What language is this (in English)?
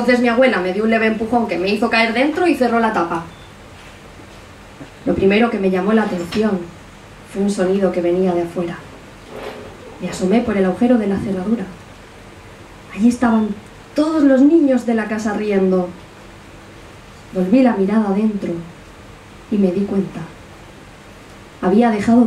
Spanish